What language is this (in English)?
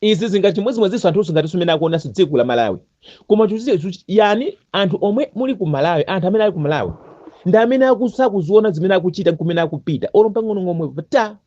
Nyanja